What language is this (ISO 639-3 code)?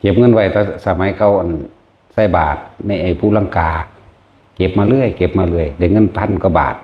tts